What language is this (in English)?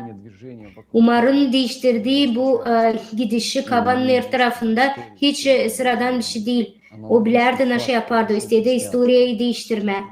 Gagauz